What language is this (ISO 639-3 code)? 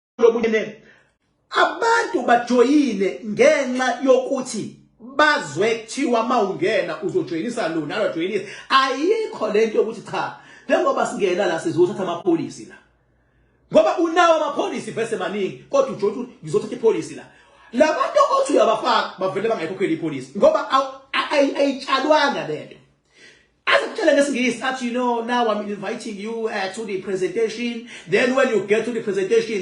zul